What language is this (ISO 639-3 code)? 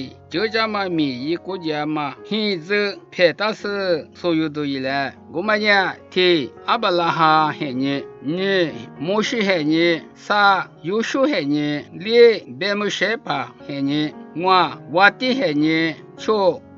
lis